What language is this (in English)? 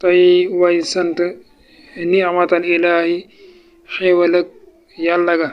Wolof